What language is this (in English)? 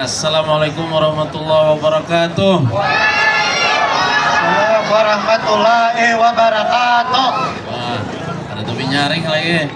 Banjar